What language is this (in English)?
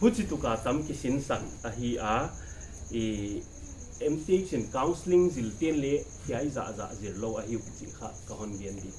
Paite Chin